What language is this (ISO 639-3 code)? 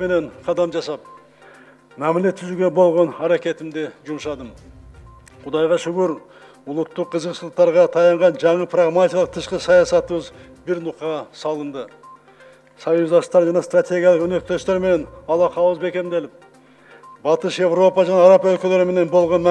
kir